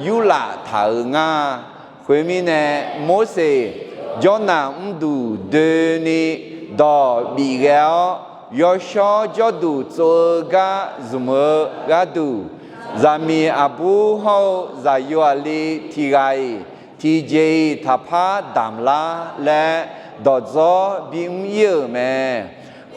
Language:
Akha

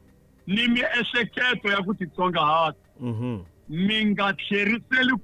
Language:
Tsonga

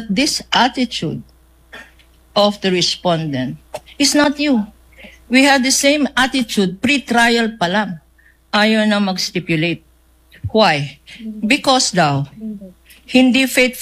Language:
Filipino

